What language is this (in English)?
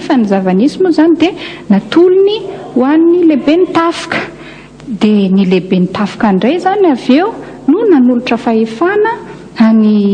Malagasy